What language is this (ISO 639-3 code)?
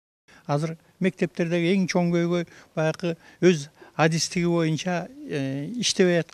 kir